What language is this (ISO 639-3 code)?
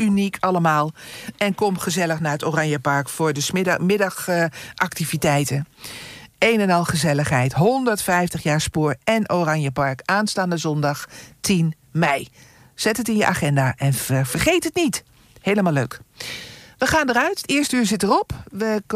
nld